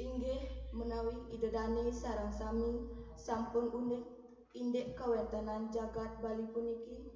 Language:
Balinese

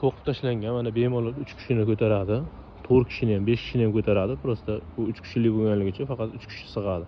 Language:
Uzbek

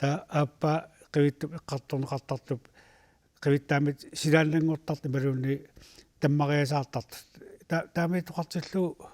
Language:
Kalaallisut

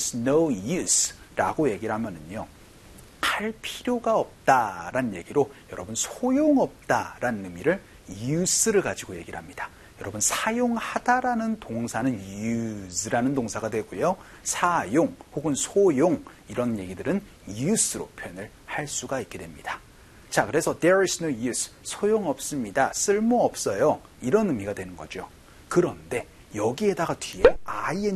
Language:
Korean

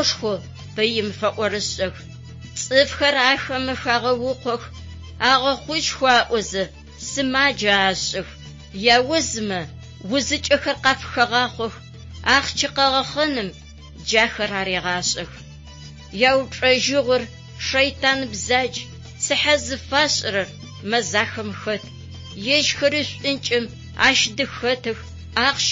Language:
Adyghe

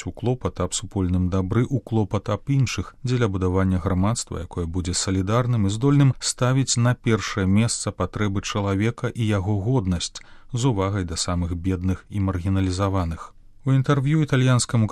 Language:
Belarusian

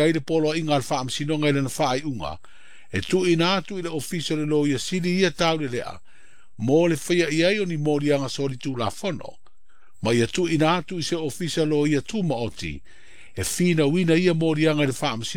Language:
Samoan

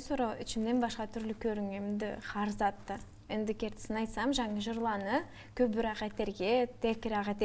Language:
Karachay-Balkar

